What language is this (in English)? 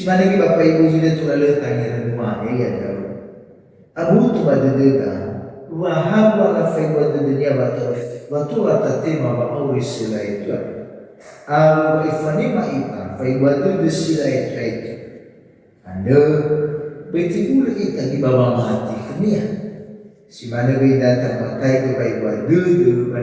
Nias